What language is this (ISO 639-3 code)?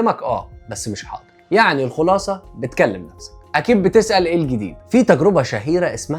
arz